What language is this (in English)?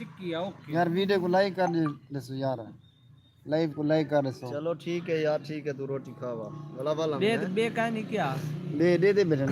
Saraiki